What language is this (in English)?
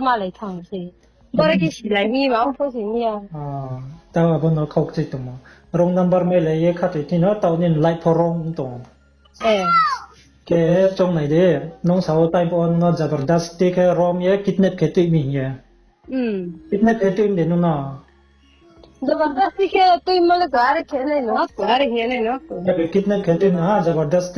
Riang (India)